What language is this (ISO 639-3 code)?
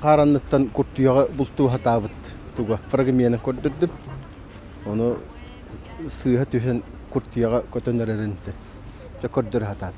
sah